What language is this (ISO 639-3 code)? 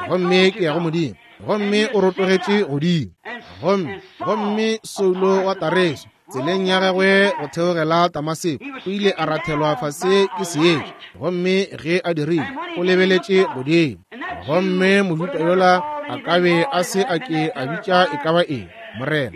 nso